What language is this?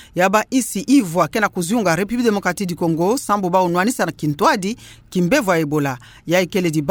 Kituba (Democratic Republic of Congo)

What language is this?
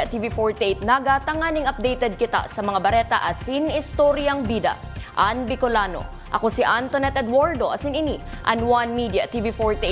Bikol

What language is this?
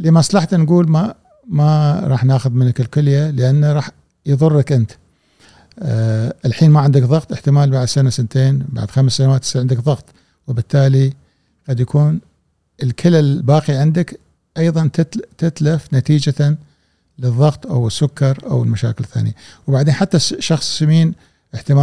Gulf Arabic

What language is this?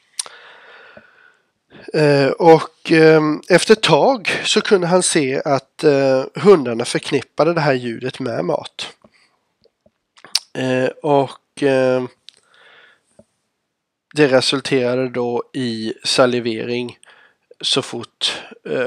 Swedish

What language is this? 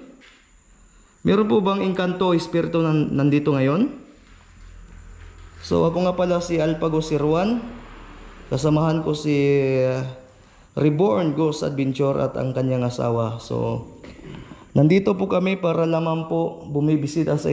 Filipino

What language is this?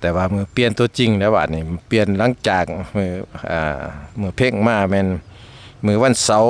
Lao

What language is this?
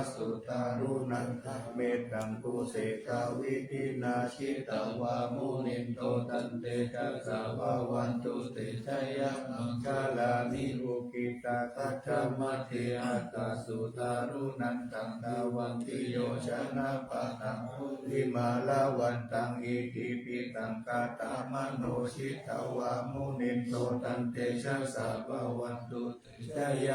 Pali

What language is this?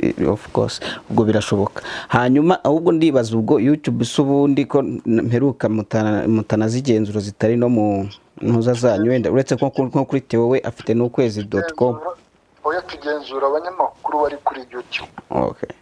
Kinyarwanda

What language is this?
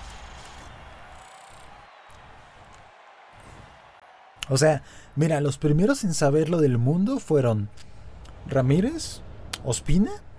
Spanish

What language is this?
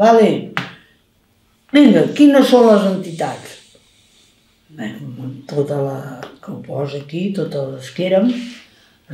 Catalan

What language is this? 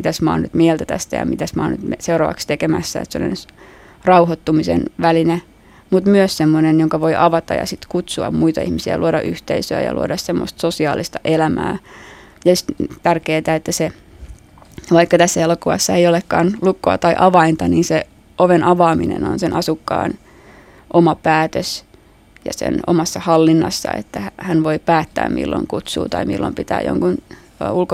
Finnish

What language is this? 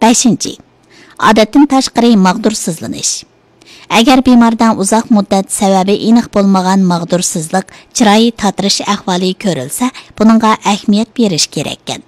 Uyghur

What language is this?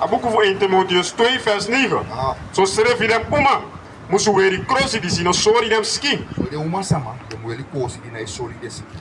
Sranan Tongo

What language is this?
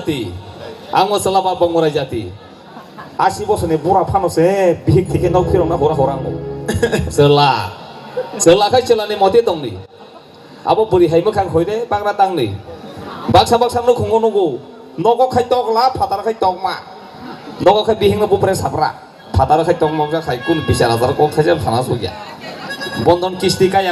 Kok Borok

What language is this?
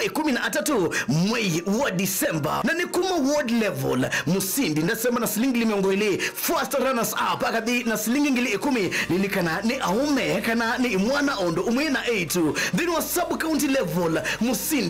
Kamba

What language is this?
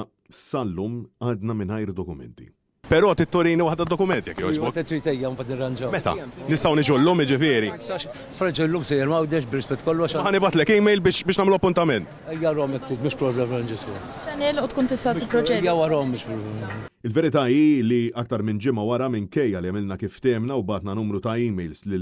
Maltese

